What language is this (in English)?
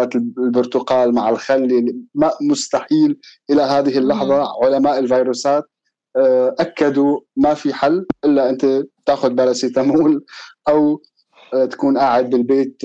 North Levantine Arabic